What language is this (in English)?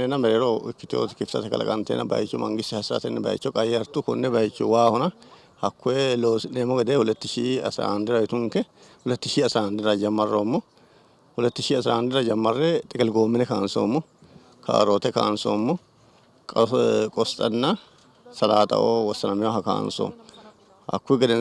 Sidamo